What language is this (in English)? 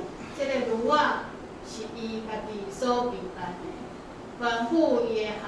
Min Nan Chinese